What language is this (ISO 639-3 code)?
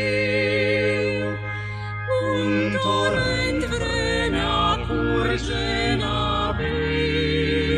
ron